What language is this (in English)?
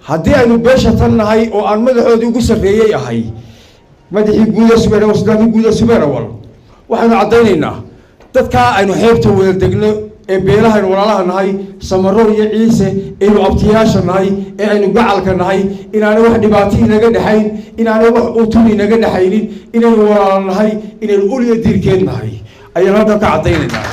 Somali